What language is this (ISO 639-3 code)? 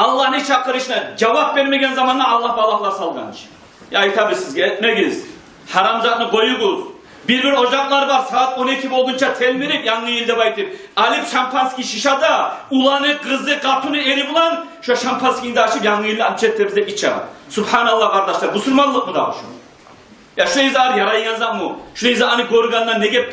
kum